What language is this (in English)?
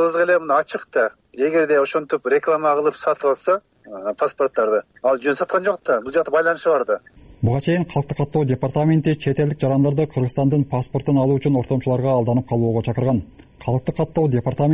Kyrgyz